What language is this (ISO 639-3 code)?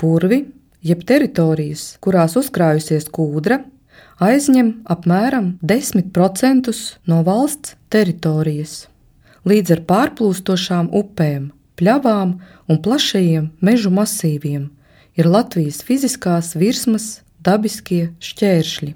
lav